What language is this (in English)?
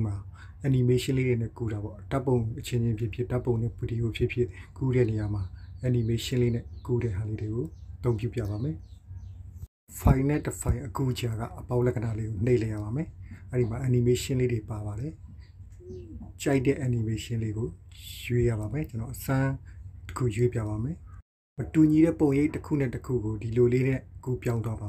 Burmese